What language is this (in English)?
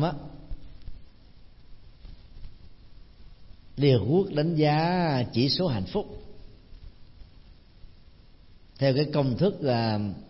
Vietnamese